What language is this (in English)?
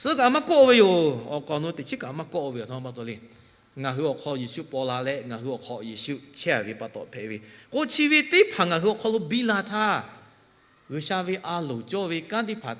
Lahu